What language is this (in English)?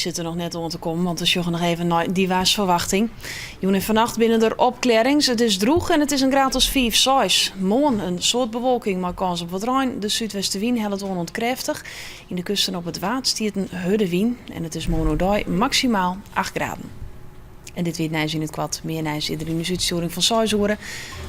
Western Frisian